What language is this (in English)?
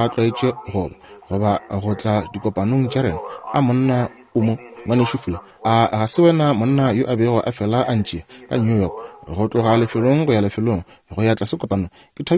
Northern Sotho